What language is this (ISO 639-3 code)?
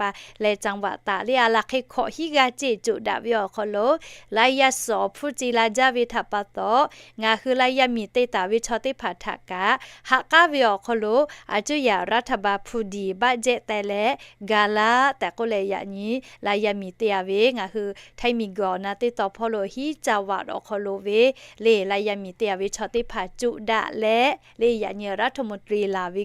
lhu